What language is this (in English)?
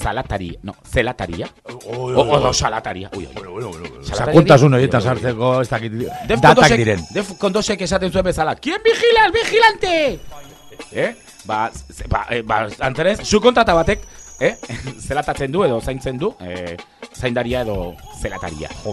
Basque